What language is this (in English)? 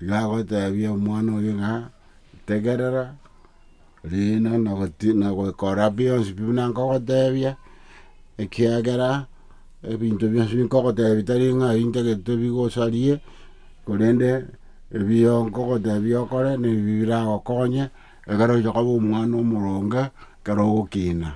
Gusii